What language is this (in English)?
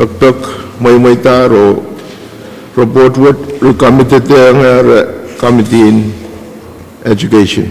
Pohnpeian